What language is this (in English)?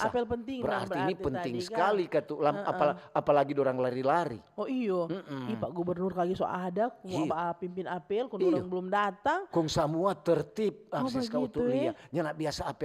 Manado Malay